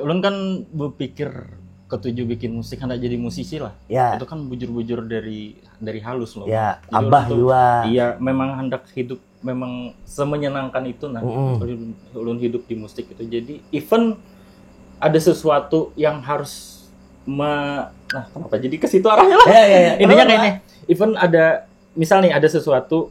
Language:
Banjar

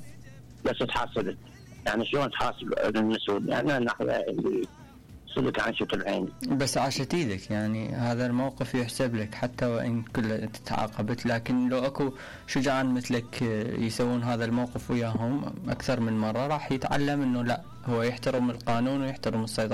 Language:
Mesopotamian Arabic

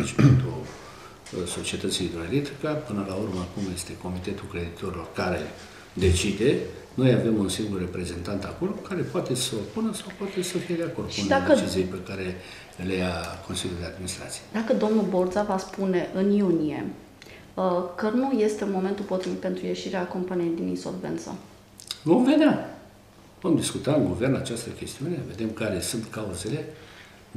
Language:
Romanian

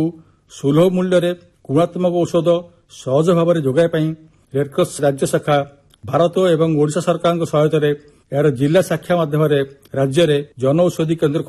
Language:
Odia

